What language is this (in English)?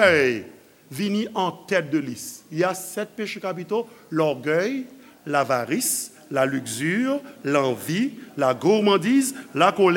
Haitian Creole